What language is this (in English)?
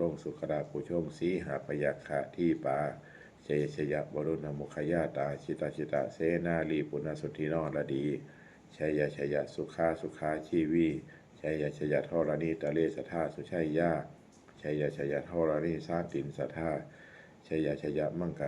Pali